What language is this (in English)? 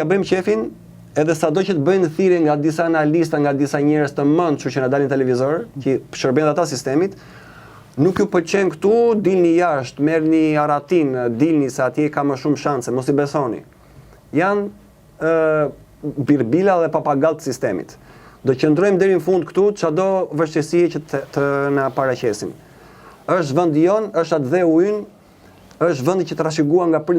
Albanian